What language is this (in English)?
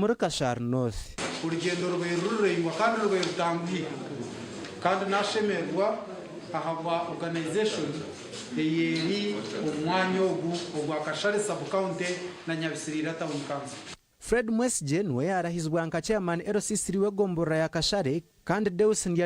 Nyankole